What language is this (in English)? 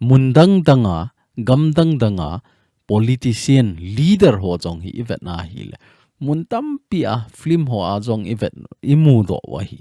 Thado Chin